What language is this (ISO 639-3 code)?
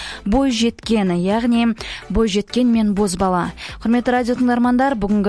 kaz